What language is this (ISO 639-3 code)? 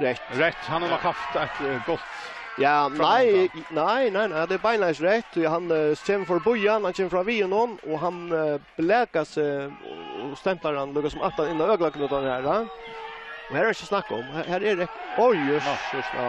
fao